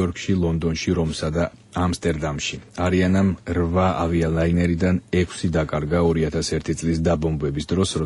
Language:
Georgian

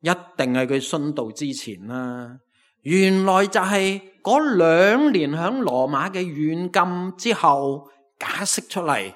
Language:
Cantonese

